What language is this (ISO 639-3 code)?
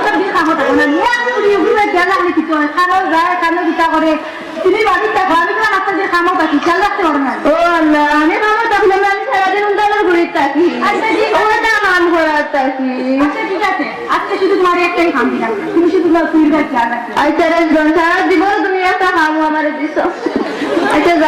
syl